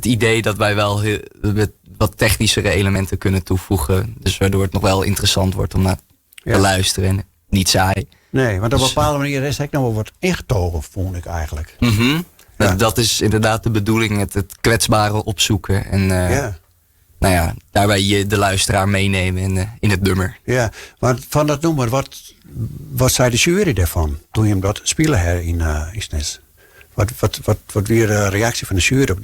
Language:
Western Frisian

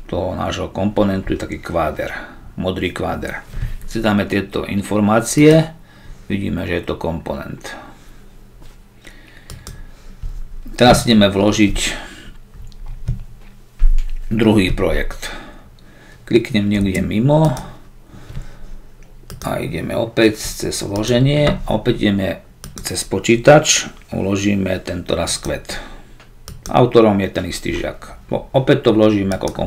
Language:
Slovak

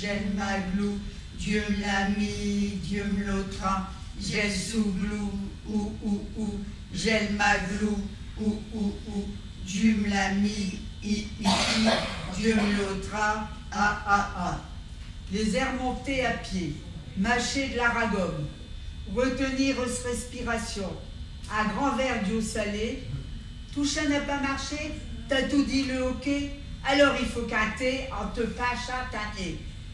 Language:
Picard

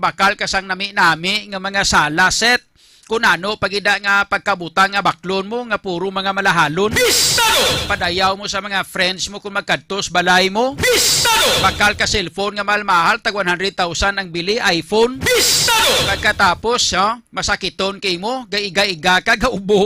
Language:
Hiligaynon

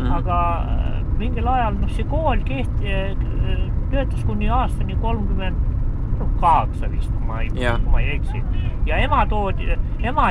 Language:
Estonian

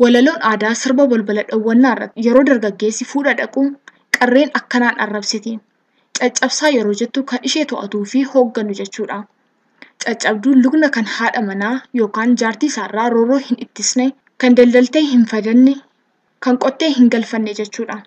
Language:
Oromo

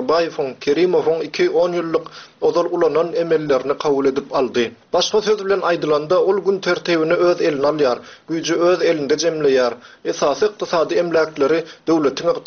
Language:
Turkmen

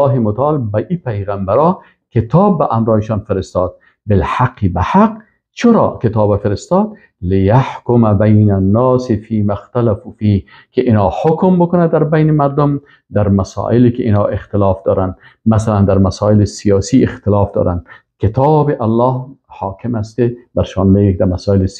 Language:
Persian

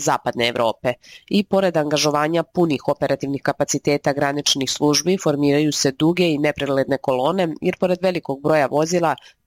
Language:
Serbian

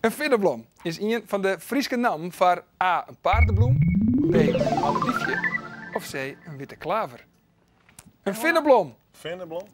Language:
Western Frisian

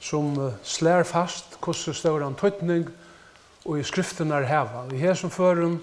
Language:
Faroese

